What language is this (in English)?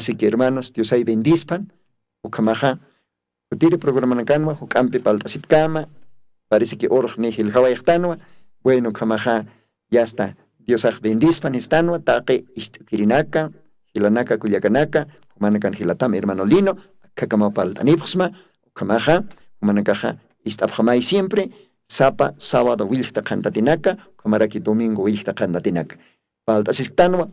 Aymara